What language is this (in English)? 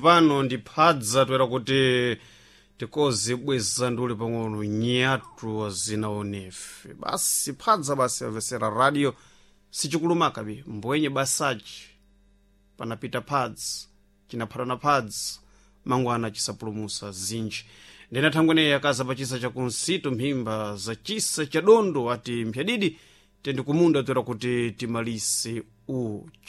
Sena